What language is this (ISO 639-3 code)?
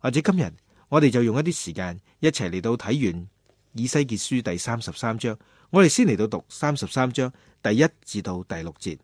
yue